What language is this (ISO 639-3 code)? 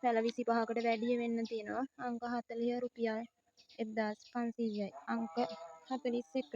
sin